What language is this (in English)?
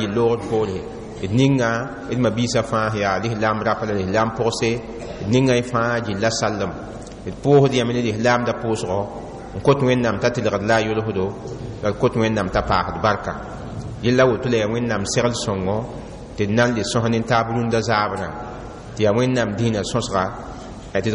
Mossi